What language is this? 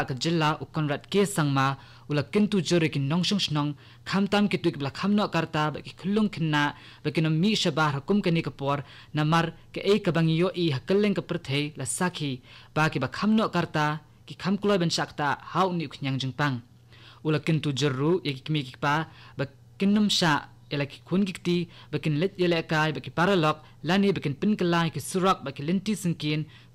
Khasi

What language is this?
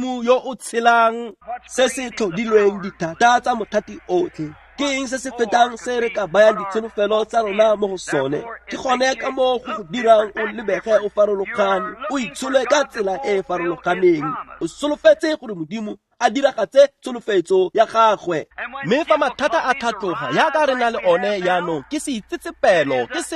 Tswana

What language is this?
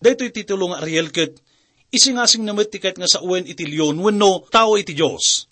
Iloko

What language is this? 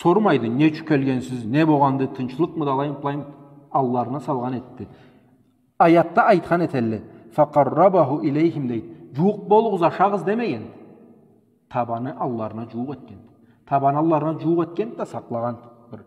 Karachay-Balkar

